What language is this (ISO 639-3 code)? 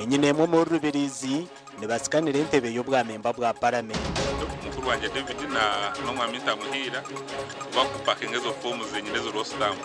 nyn